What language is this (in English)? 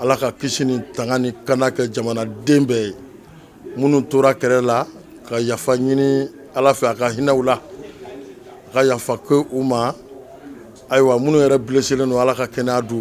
Bambara